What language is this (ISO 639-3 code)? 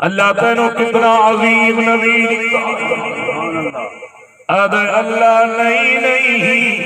skr